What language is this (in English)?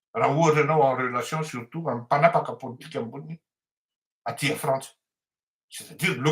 Malagasy